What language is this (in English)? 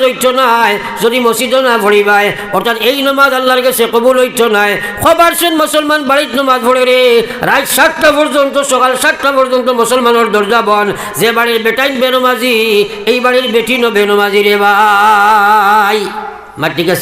Sylheti